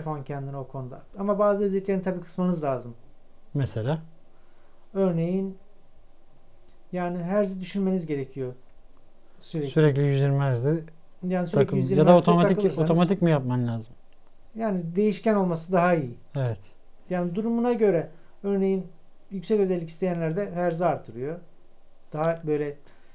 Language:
Turkish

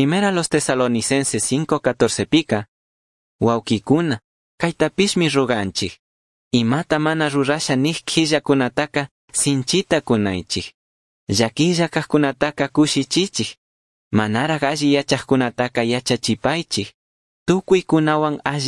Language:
Chimborazo Highland Quichua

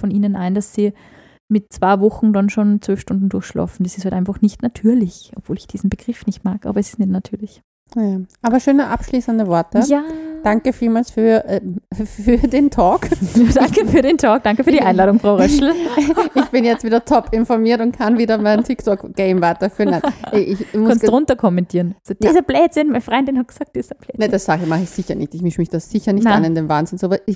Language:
German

